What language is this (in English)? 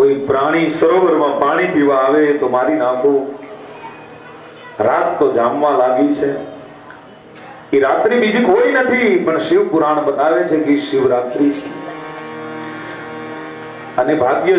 Gujarati